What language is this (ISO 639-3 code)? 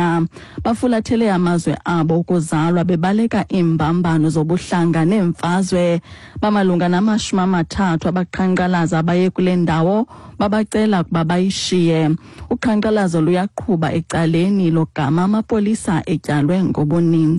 xho